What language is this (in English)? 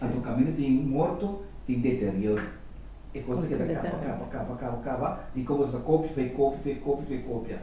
Papiamento